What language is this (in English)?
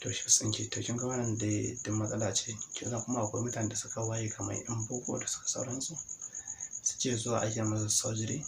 Hausa